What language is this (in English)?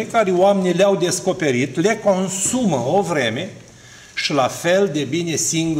Romanian